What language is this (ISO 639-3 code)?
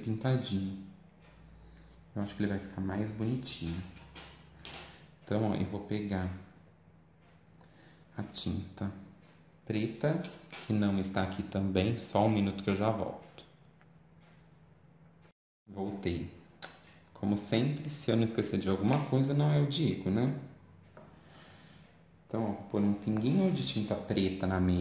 por